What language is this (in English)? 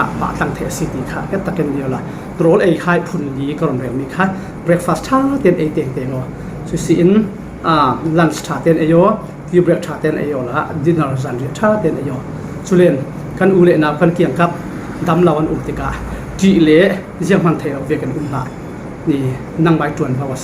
Falam Chin